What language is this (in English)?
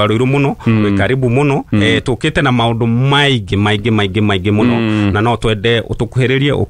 Kikuyu